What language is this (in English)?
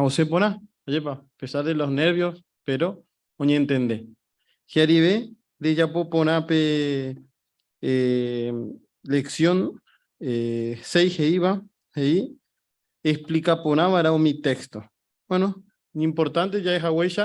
Guarani